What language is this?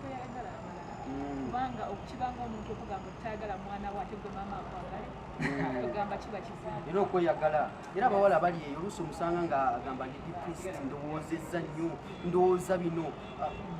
Ganda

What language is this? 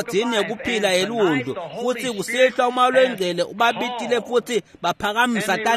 Swati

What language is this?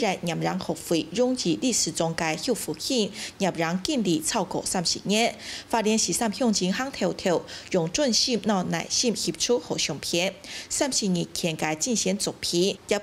Hakka Chinese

